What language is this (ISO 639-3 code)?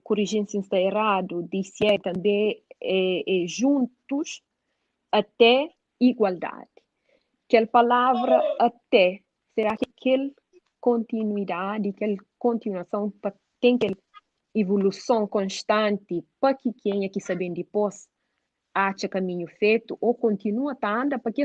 kea